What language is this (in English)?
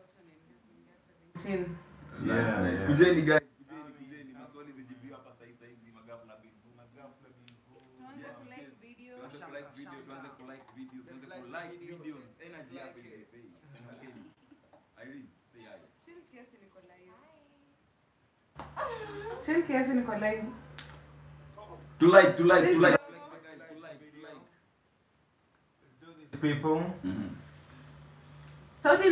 Swahili